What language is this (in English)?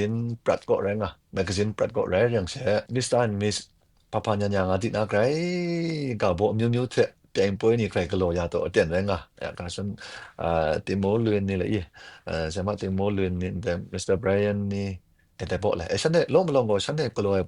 Kachin